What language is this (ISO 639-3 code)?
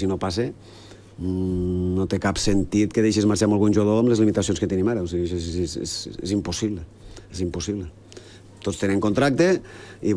cat